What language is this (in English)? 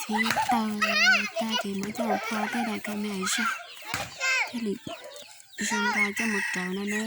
Hmong